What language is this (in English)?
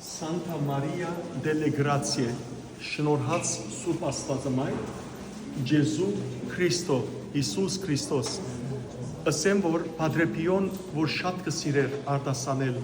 Western Armenian